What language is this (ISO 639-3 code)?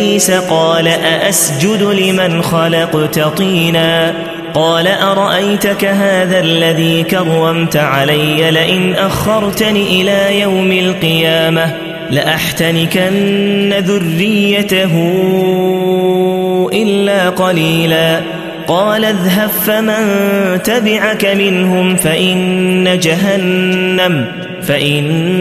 ara